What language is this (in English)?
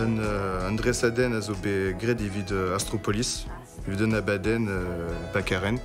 Breton